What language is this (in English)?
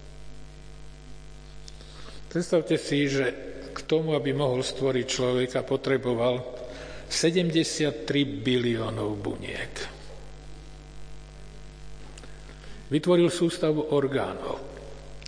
Slovak